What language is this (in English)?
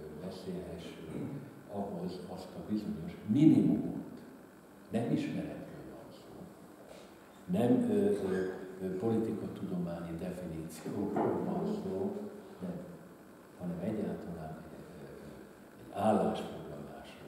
Hungarian